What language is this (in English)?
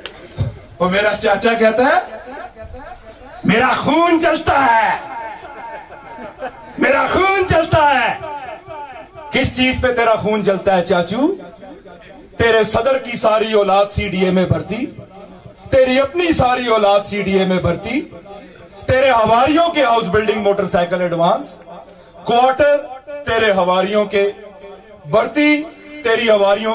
Urdu